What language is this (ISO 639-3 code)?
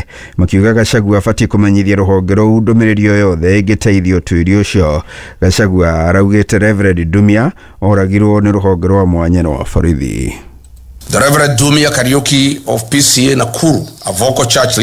kik